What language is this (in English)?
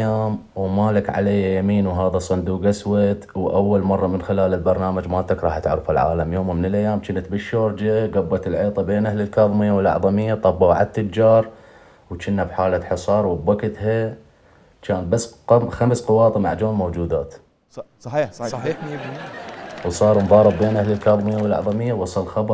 Mesopotamian Arabic